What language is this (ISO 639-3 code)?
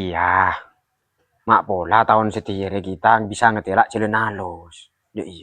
mad